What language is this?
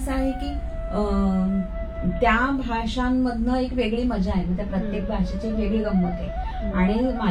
Marathi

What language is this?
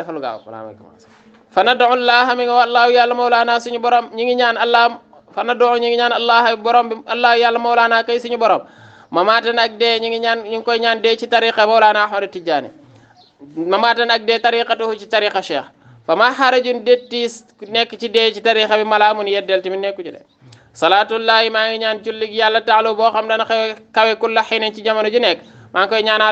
Wolof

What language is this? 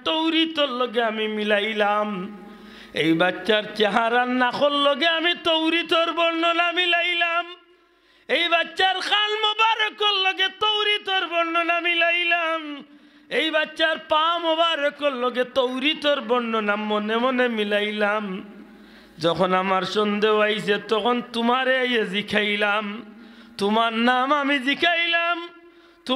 Sylheti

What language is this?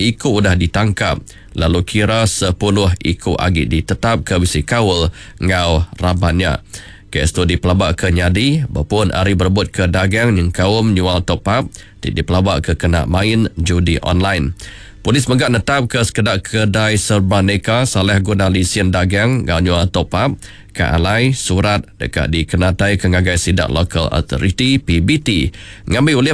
Iban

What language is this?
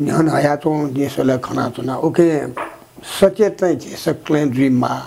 Newari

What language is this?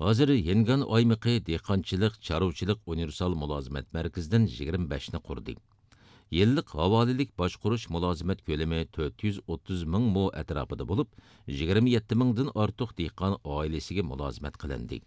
Uyghur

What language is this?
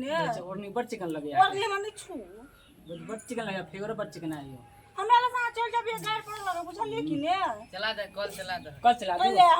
Maithili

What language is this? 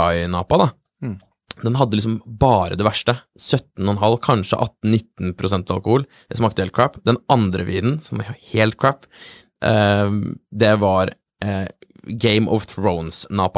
Norwegian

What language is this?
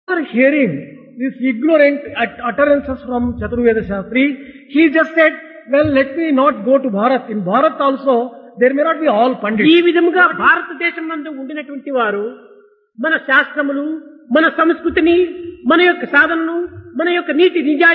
Telugu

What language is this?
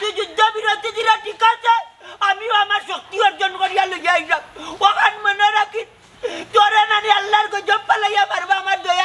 Sylheti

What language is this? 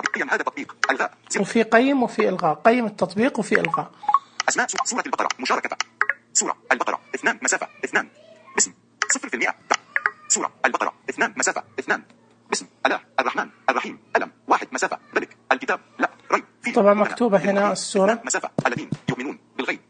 Najdi Arabic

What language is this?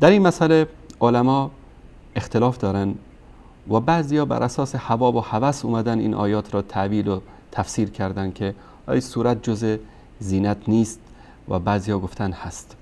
Persian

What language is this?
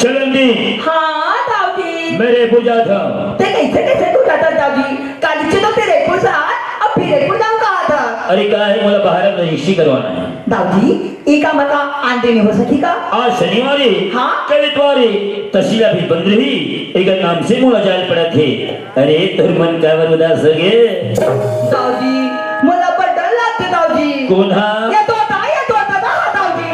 Chhattisgarhi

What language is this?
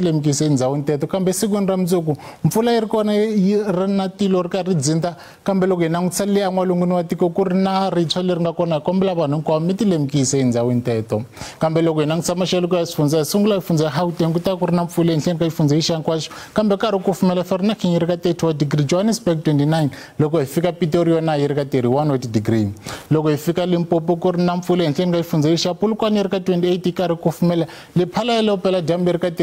Tsonga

